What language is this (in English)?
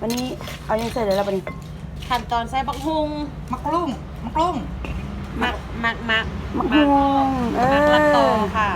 Lao